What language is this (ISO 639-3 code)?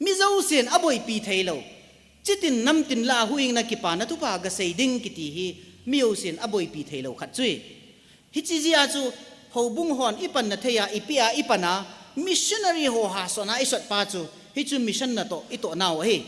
tcz